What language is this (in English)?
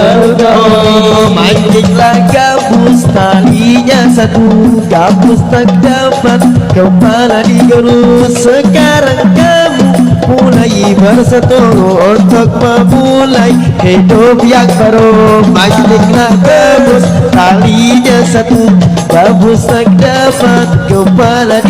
Banjar